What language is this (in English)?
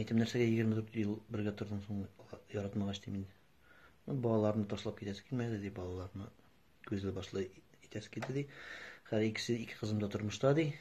Tatar